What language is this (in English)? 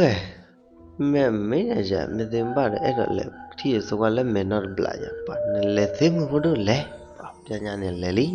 S'gaw Karen